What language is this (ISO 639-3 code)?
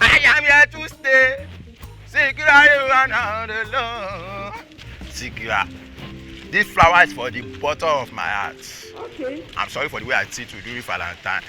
pcm